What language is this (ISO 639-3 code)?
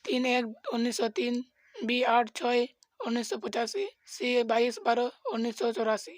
sat